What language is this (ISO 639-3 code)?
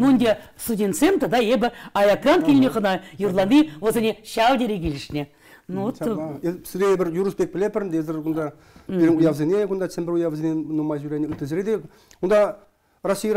chv